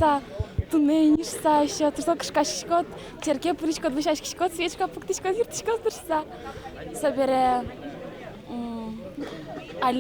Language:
Udmurt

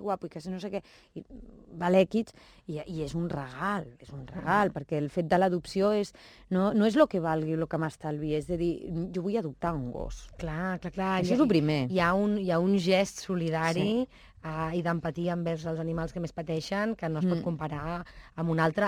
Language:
Catalan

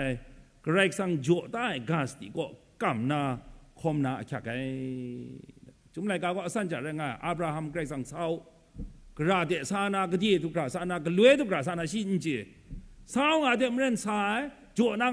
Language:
Kachin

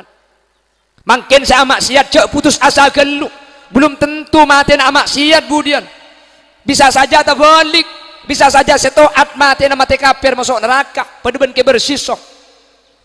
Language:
Madurese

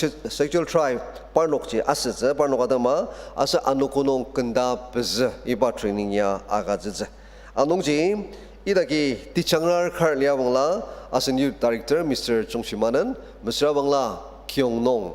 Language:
Ao Naga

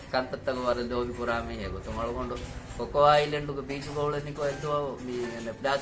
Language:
Divehi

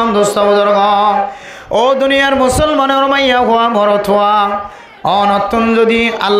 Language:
Rohingya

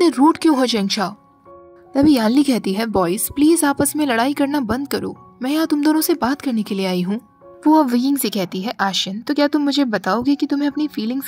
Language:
Hindi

